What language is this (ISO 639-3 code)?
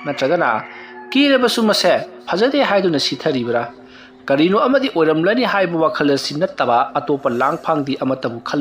mni